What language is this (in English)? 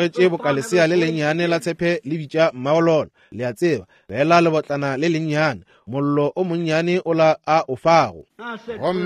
Northern Sotho